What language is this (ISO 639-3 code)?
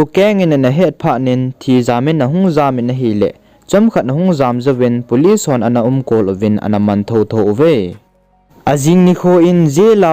tcz